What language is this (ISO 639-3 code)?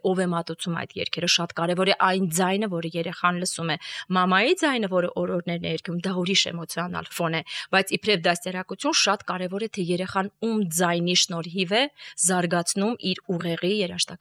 hye